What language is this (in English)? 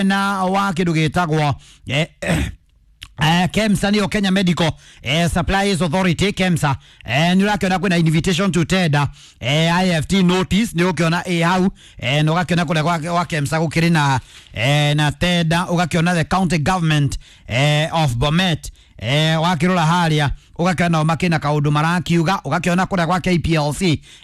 Kikuyu